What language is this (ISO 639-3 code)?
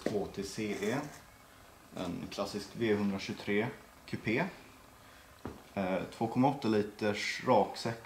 swe